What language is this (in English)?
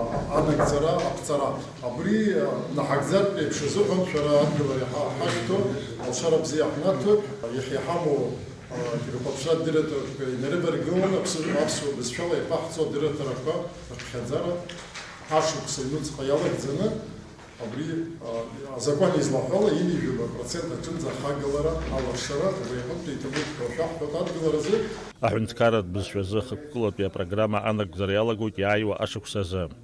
Abkhazian